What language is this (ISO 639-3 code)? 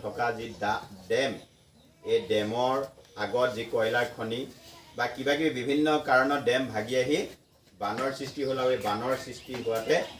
asm